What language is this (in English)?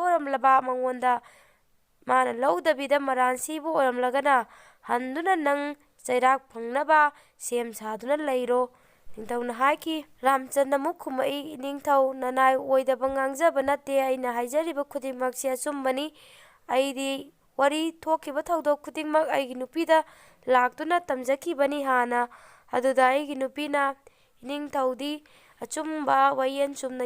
Manipuri